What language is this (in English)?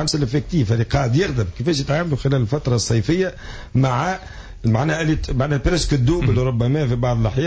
Tunisian Arabic